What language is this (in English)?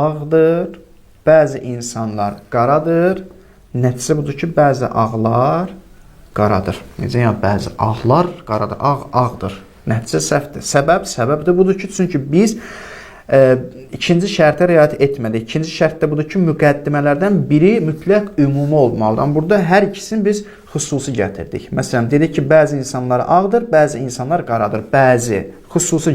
Azerbaijani